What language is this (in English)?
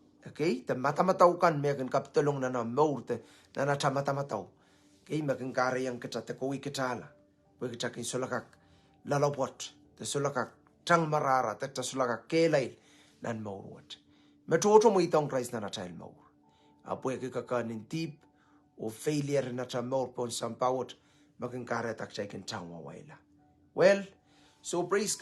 Pohnpeian